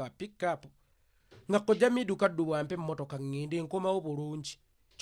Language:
Ganda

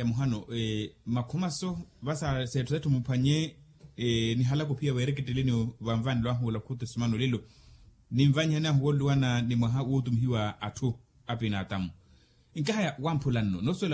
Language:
Makhuwa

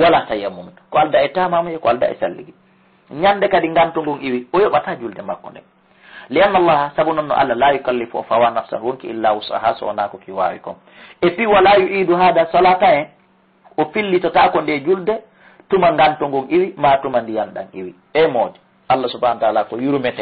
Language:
Fula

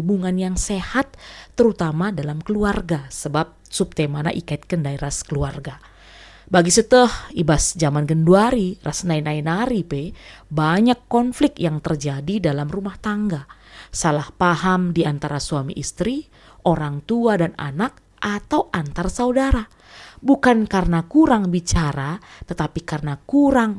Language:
Batak Karo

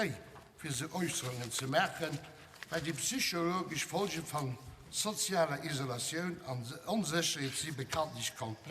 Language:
Luxembourgish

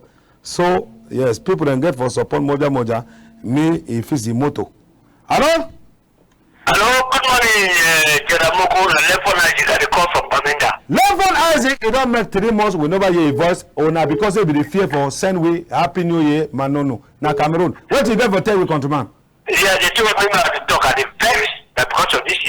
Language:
Cameroon Pidgin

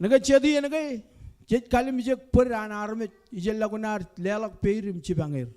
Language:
Marshallese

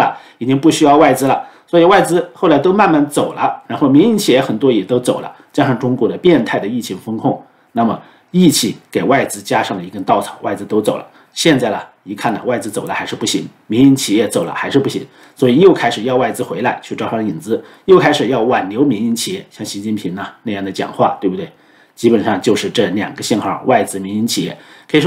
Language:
Chinese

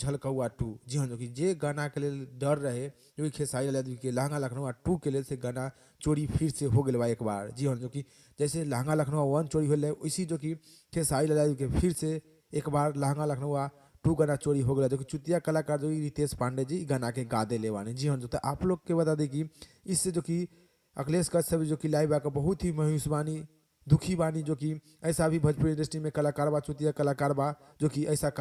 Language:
Bhojpuri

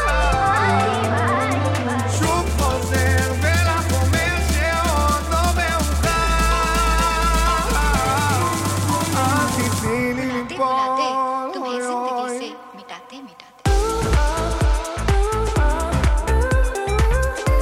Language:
Hebrew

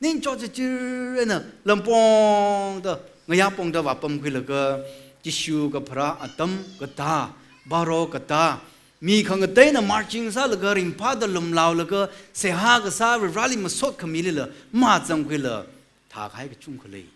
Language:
Tangkhul Naga (India)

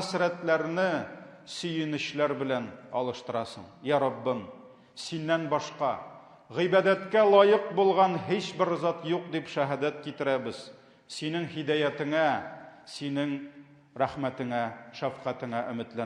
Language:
Tatar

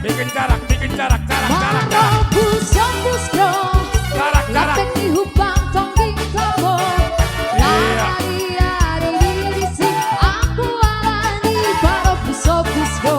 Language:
Batak Simalungun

